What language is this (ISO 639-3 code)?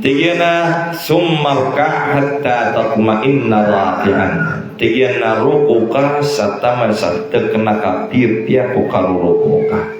mrw